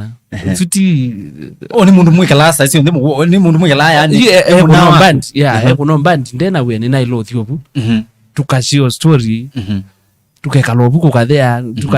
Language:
Kamba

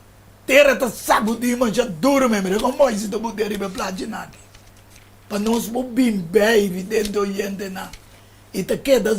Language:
Papiamento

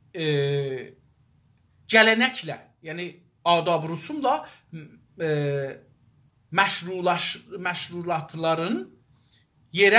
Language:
South Azerbaijani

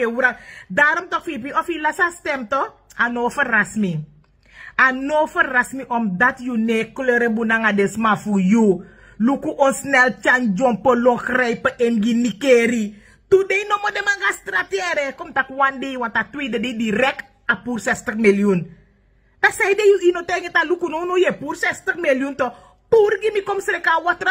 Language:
Sranan Tongo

